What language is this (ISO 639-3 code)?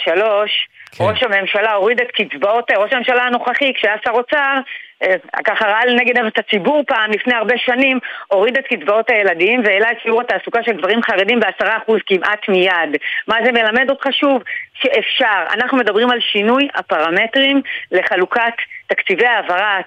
heb